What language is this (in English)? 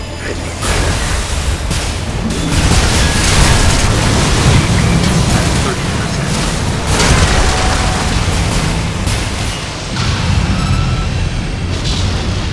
English